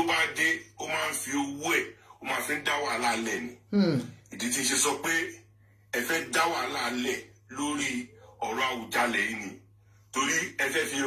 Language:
Yoruba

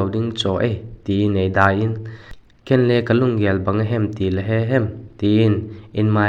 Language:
Vaiphei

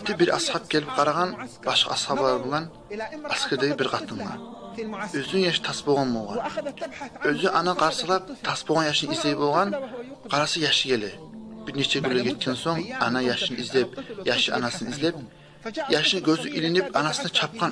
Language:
Kumyk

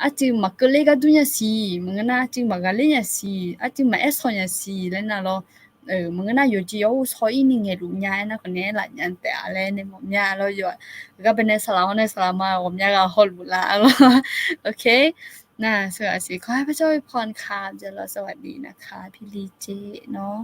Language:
Akha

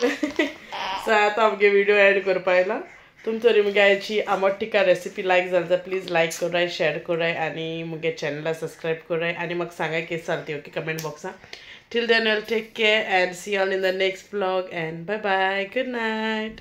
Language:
Konkani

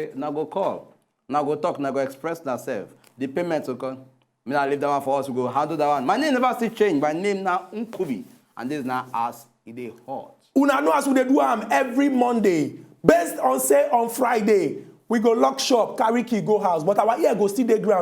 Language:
Nigerian Pidgin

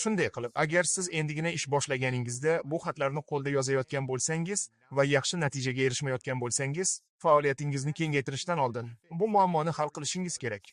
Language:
Uzbek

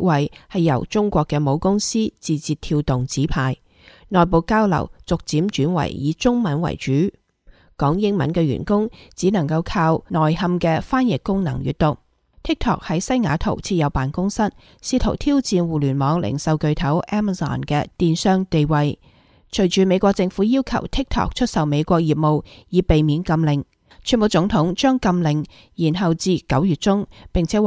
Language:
Cantonese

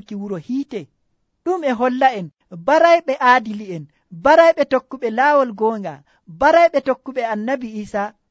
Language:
Nigerian Fulfulde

